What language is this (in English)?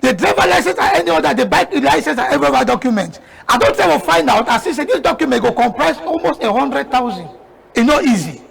Cameroon Pidgin